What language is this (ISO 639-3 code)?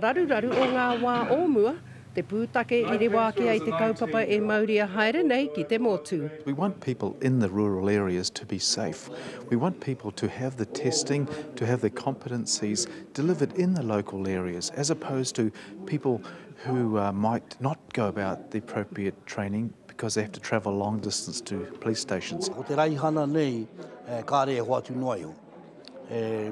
mri